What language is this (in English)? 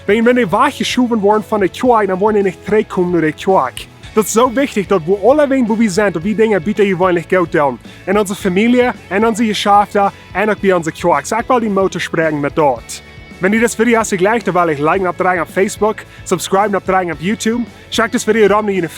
Plautdietsch